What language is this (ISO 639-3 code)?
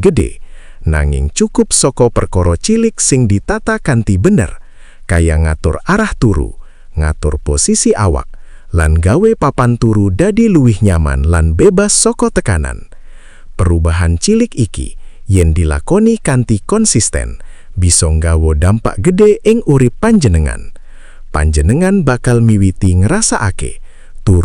jav